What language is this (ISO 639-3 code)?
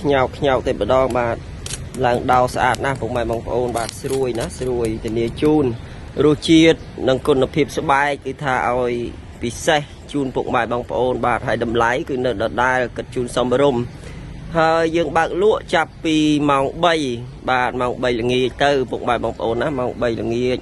khm